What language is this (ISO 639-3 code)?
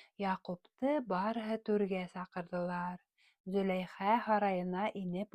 bak